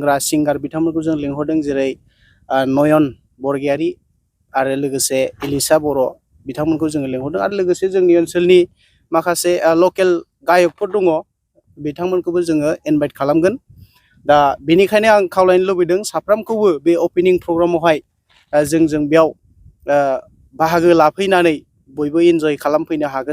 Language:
Bodo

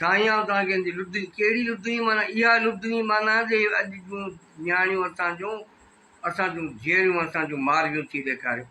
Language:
Sindhi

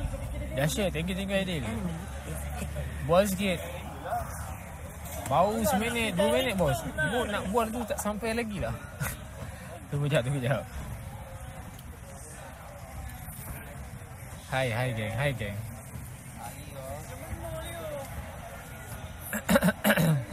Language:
Malay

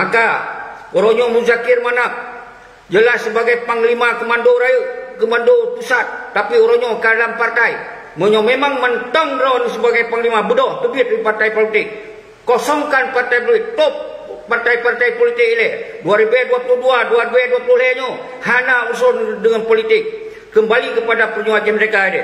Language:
Achinese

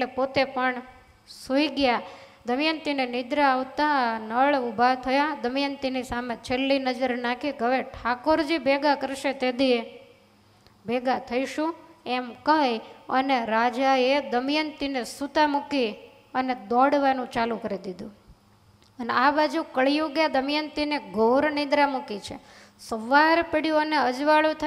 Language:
Gujarati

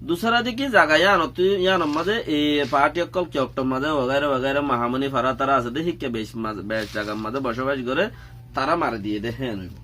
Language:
Rohingya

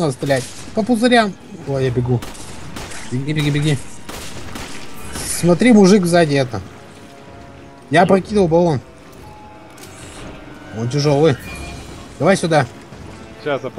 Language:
Russian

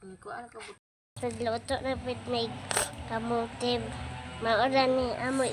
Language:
Cebuano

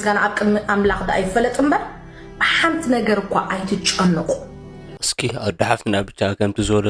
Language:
Tigrinya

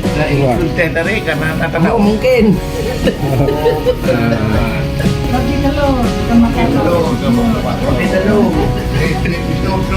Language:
Achinese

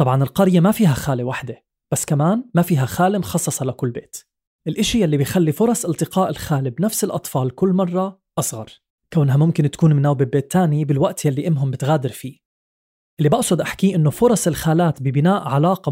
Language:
North Levantine Arabic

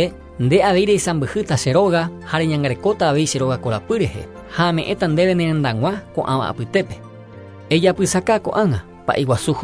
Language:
Guarani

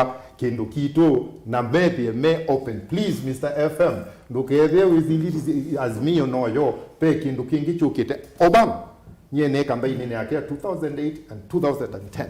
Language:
Kamba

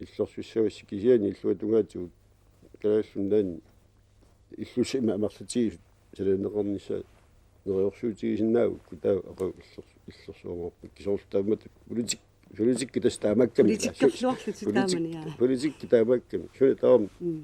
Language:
Kalaallisut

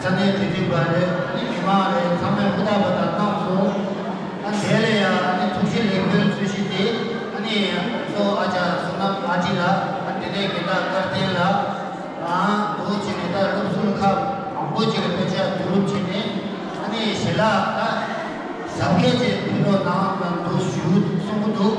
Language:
Tibetan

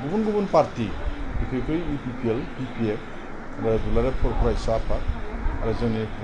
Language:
Bodo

